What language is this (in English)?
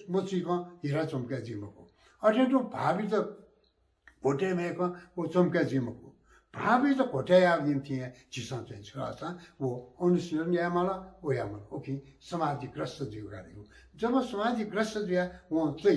Newari